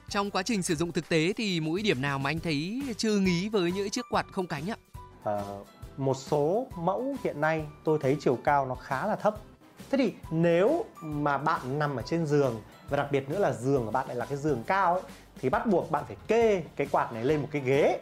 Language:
Vietnamese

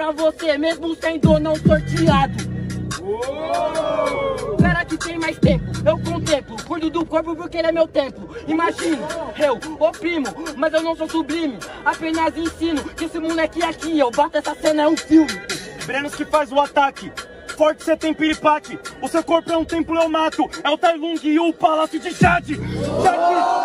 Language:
Portuguese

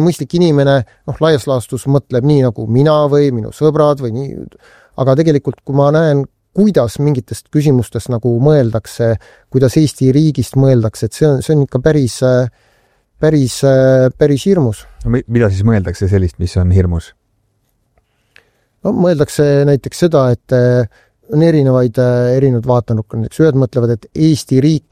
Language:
Estonian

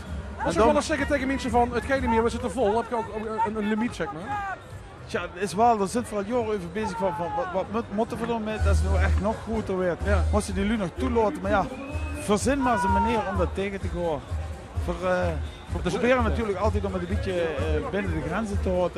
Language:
Limburgish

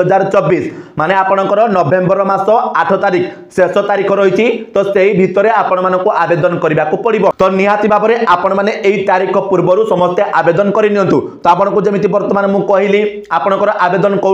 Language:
Odia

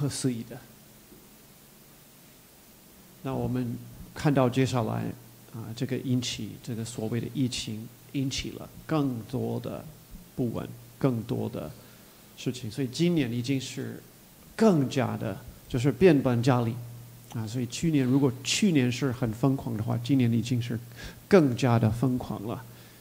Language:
Chinese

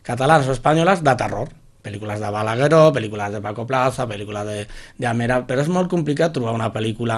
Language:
Catalan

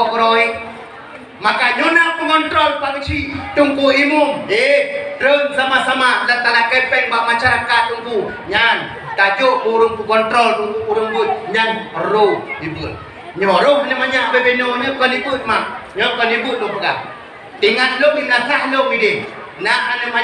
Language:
Achinese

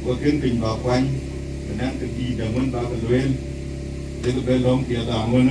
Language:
Dinka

